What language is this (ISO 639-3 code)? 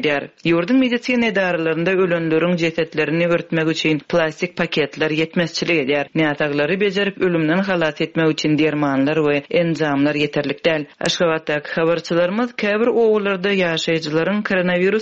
tuk